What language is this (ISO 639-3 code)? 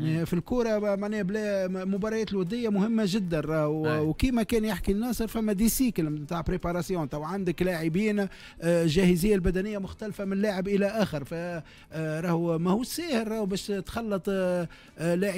aeb